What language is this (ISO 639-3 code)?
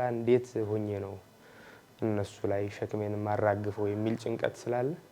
amh